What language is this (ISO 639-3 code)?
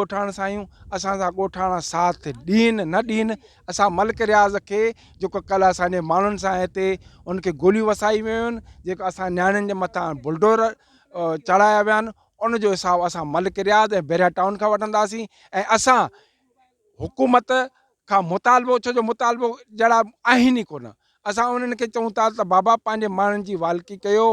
snd